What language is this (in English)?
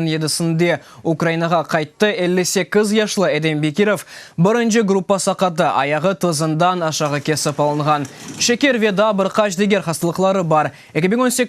Crimean Tatar